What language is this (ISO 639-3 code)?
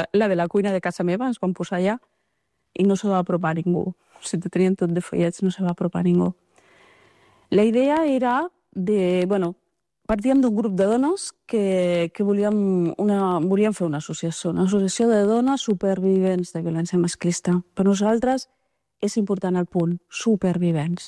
cat